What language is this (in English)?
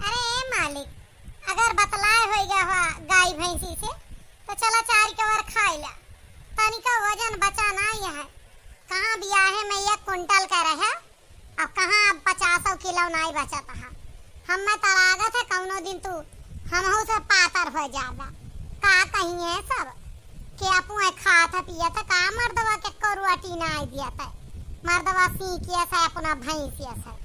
Awadhi